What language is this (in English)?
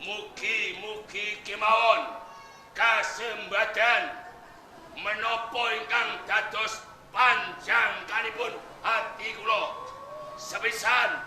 Javanese